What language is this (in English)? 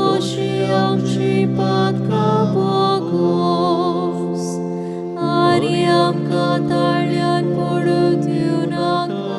Konkani